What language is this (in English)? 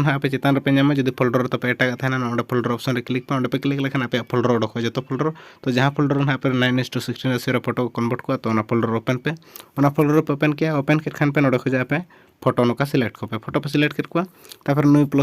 Santali